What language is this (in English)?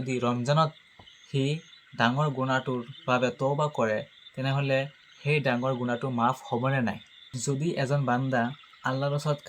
Assamese